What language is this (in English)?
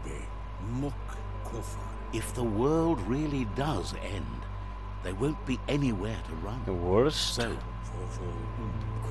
Greek